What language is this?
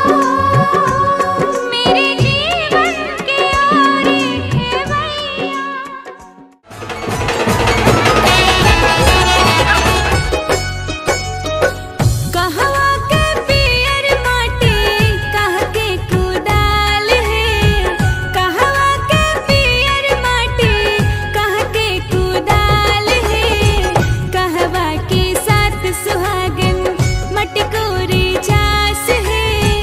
Bhojpuri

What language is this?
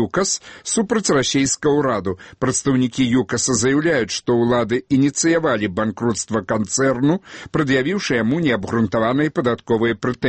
Belarusian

